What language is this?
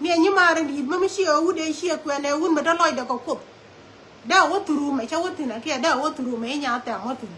Nuer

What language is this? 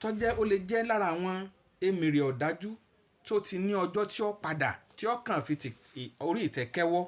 Yoruba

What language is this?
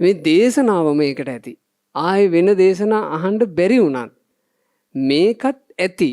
Sinhala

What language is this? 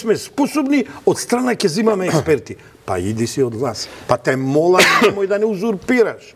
Macedonian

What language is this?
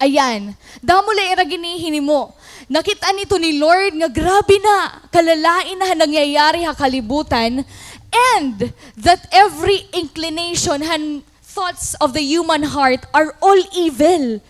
Waray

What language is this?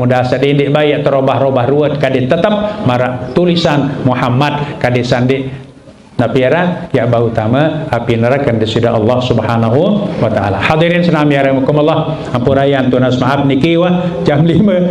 Sasak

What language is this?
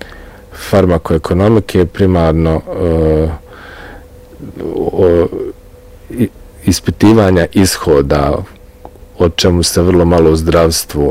Bosnian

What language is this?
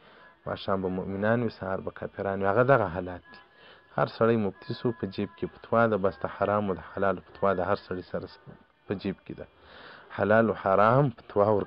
Pashto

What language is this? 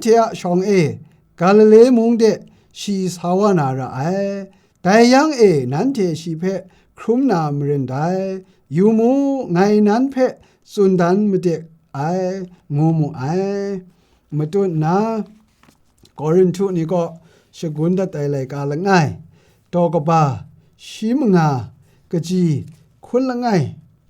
Kachin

